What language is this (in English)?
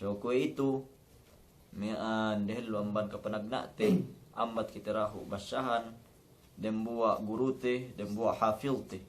Yakan